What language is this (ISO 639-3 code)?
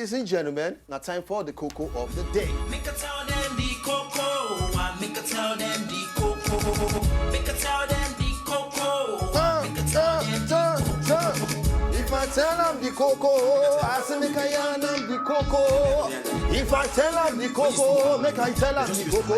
pcm